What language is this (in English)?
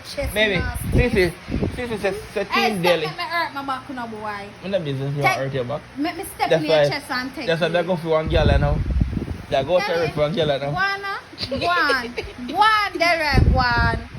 Jamaican Creole English